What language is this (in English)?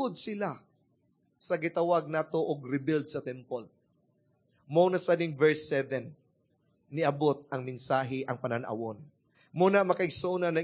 Cebuano